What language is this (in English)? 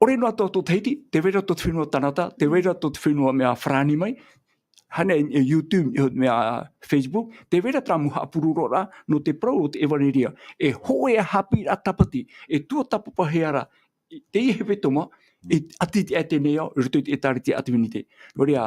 Tahitian